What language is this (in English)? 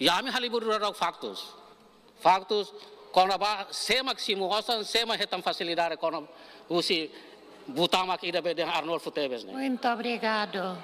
Tetum